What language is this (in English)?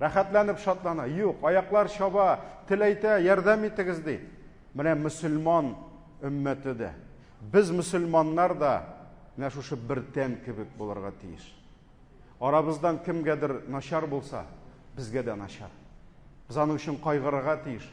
Tatar